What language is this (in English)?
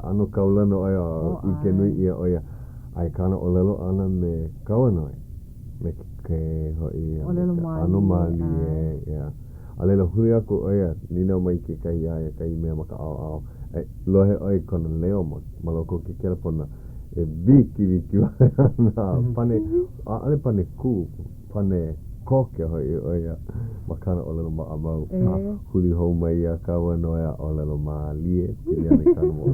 Hawaiian